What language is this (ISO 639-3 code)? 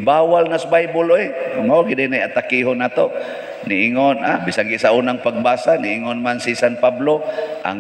ceb